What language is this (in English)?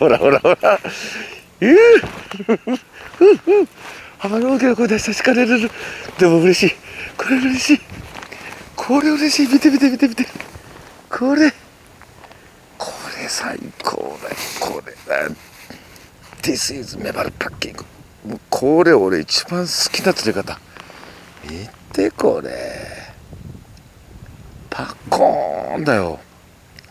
Japanese